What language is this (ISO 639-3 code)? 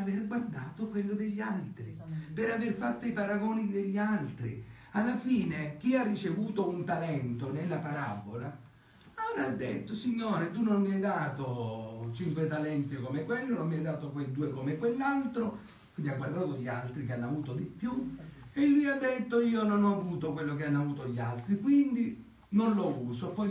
ita